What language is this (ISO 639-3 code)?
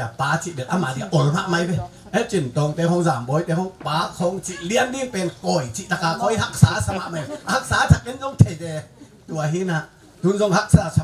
ctd